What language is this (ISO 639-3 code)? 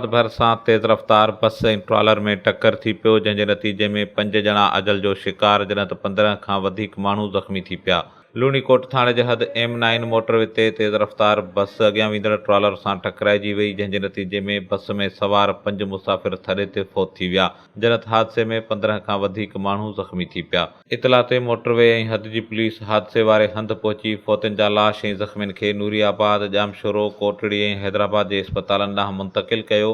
snd